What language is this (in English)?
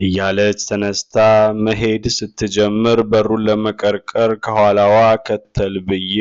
Amharic